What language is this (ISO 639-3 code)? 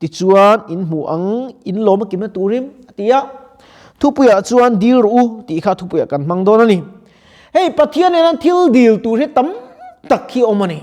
lus